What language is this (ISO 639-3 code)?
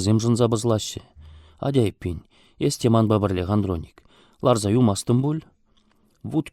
chv